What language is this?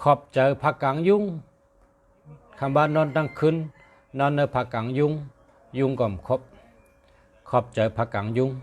Shan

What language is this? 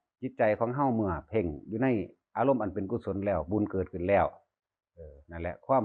Northeastern Thai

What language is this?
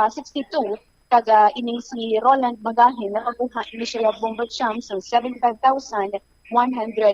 Hiligaynon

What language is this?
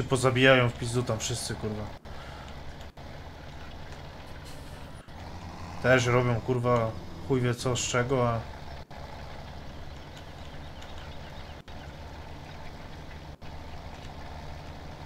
Polish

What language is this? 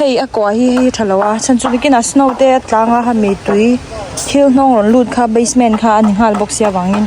Mizo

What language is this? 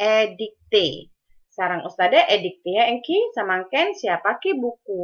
Madurese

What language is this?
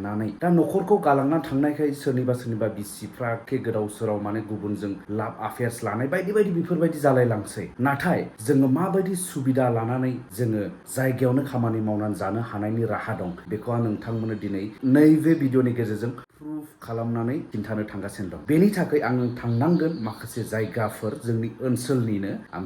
Bodo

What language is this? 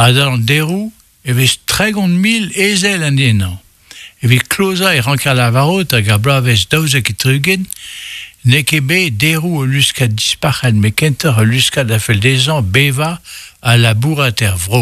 Breton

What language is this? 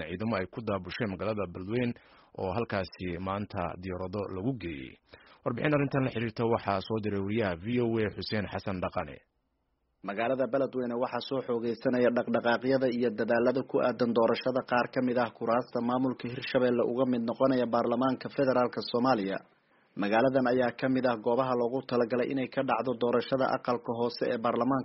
Somali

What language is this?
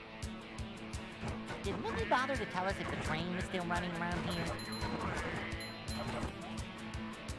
English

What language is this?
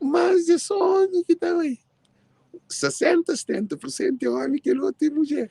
Kabuverdianu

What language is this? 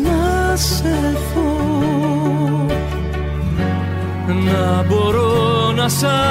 Greek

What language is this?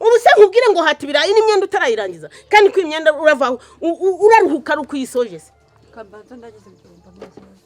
Kinyarwanda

